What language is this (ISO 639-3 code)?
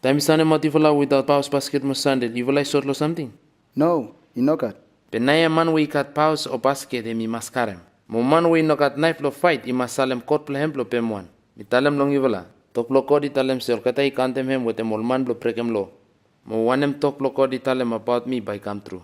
bis